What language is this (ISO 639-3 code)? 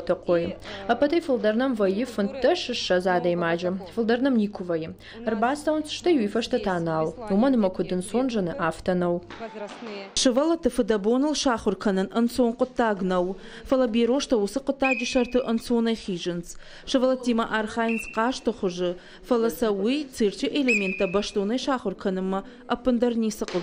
oss